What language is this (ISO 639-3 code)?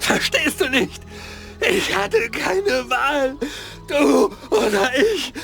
bar